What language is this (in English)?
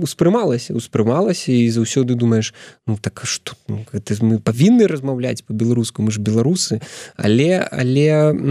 Belarusian